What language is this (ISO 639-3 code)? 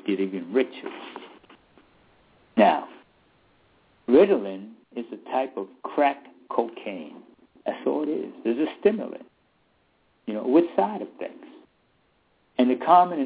eng